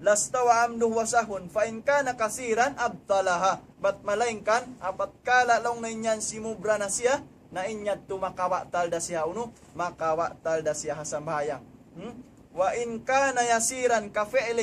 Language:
Tausug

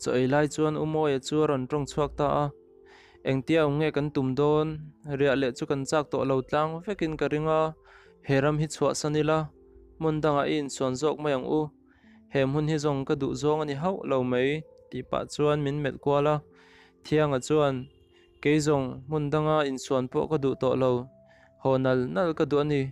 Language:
Mizo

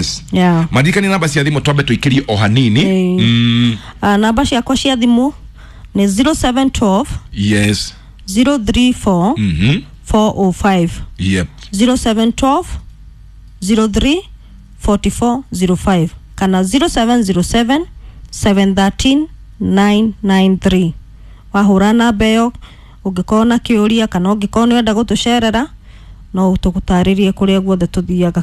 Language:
Kikuyu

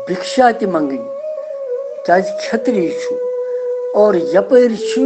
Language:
Kashmiri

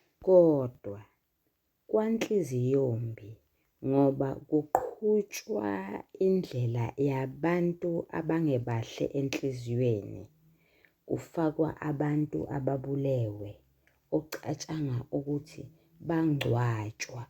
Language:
Zulu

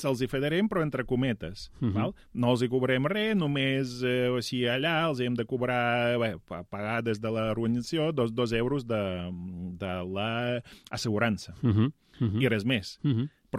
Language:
Catalan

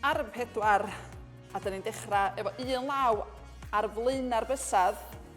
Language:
Welsh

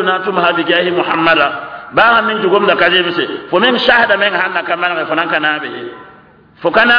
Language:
Mossi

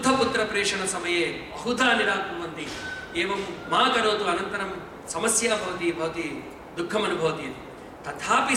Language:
Sanskrit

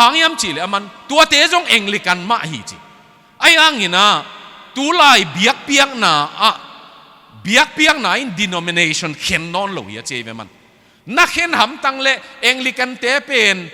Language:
Tedim Chin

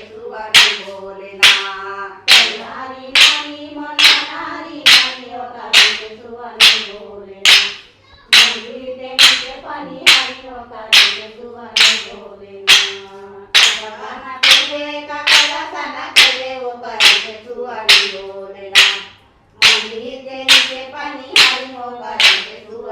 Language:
Chhattisgarhi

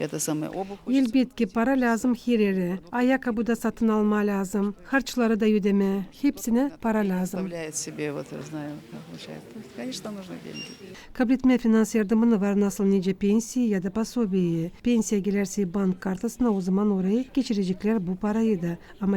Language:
Gagauz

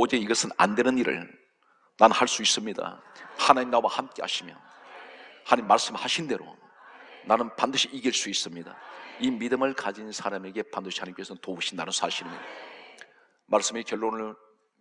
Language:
Korean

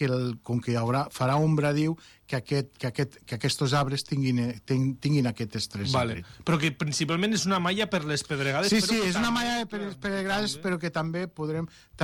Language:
Catalan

